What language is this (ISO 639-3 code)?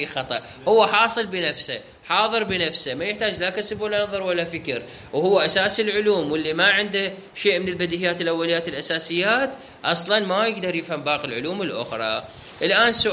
acm